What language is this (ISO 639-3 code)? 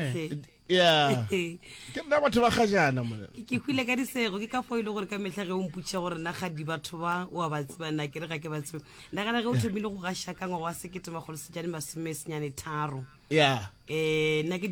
nso